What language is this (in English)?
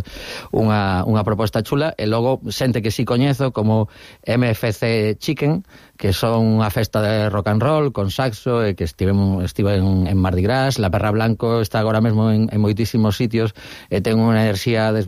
Galician